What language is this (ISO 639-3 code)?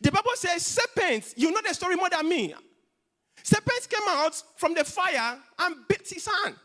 eng